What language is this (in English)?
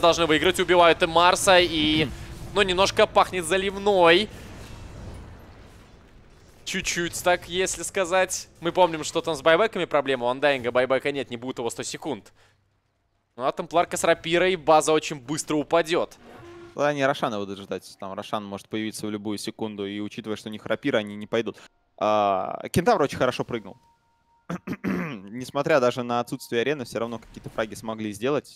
Russian